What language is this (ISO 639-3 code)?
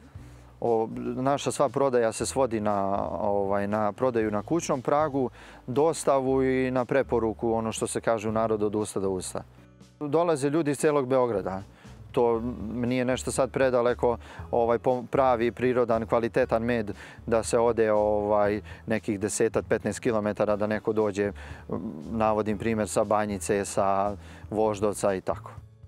srp